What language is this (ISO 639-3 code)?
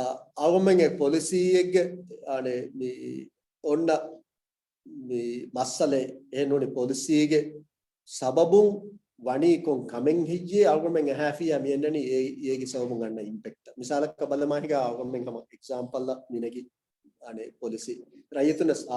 div